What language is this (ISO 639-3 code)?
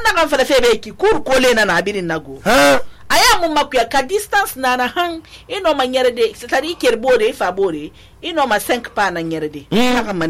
sus